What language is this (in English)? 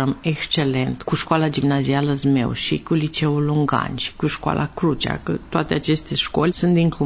Romanian